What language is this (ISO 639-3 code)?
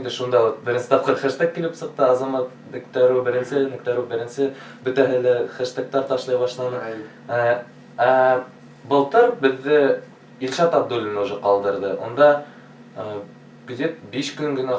bak